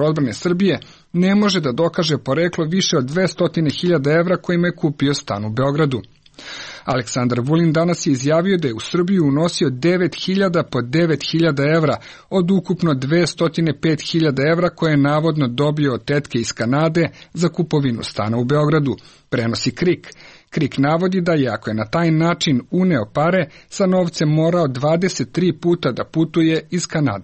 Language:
Serbian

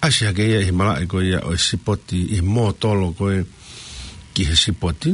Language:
Tongan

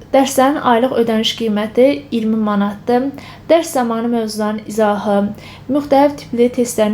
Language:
Azerbaijani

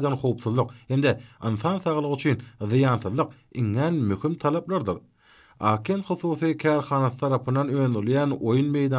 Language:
Turkmen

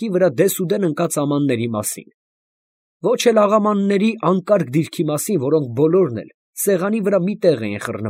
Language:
Armenian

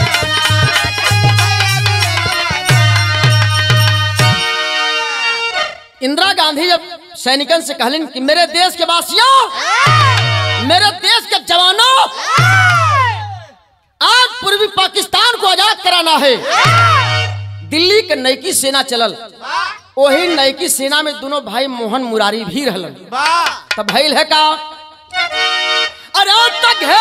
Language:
Bhojpuri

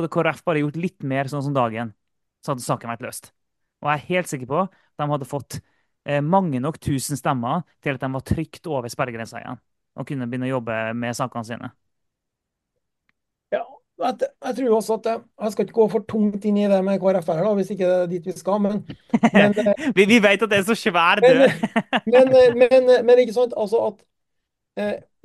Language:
Norwegian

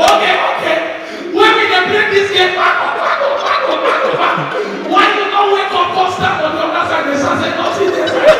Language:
Nigerian Pidgin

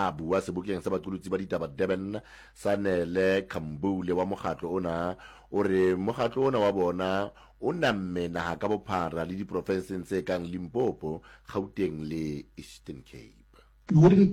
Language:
Southern Sotho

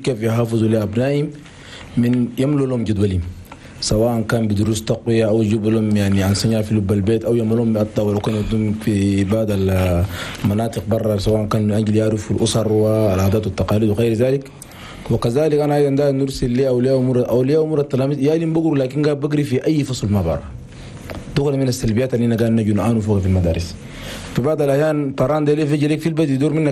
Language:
Chadian Arabic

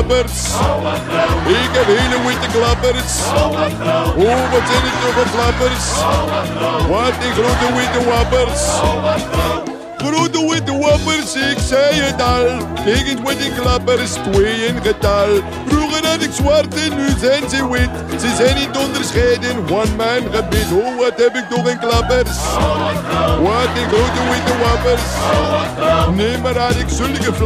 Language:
Dutch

